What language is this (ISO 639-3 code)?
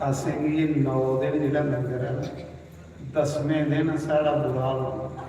doi